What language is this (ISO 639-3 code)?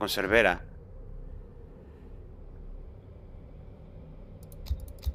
spa